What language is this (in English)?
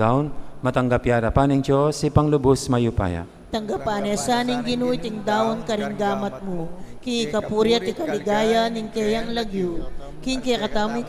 Pampanga